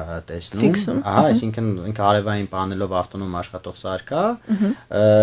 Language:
Armenian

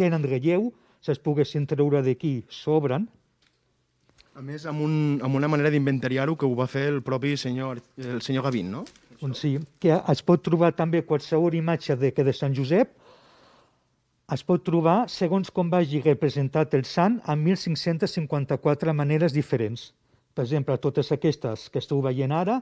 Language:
Catalan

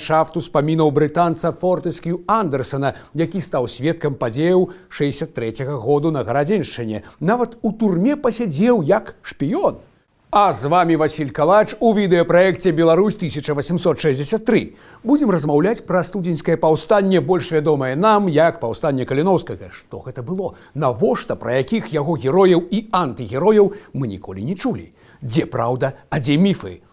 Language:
Belarusian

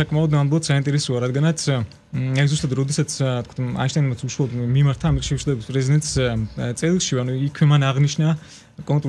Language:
Georgian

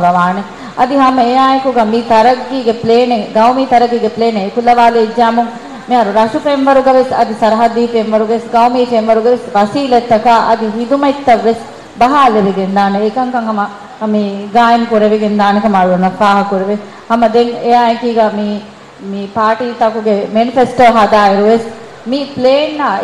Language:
Divehi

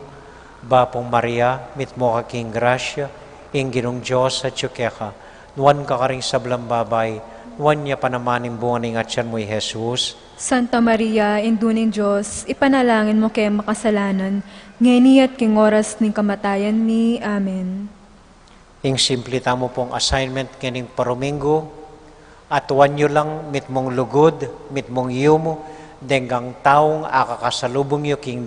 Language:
Pampanga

